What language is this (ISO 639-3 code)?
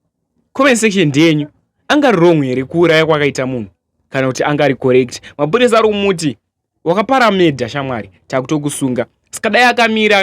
sna